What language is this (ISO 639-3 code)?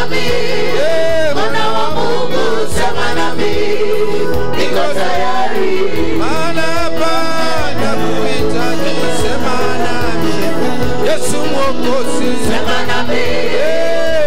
swa